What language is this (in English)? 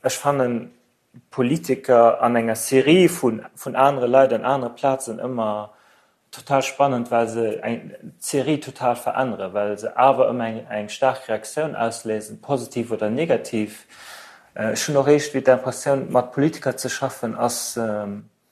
Luxembourgish